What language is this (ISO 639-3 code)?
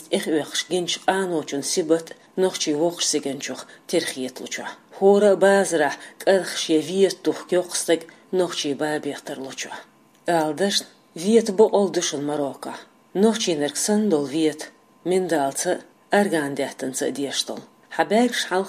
che